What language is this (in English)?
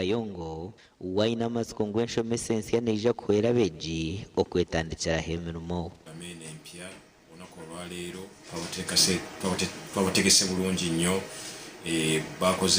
Nyankole